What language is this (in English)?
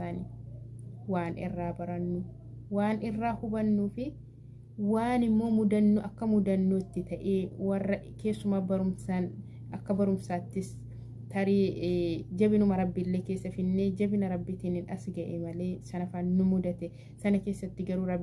Oromo